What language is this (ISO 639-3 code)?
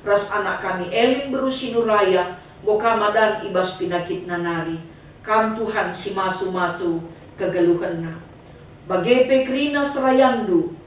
btx